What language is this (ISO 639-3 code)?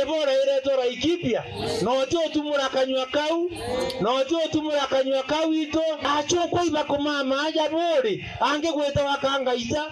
mer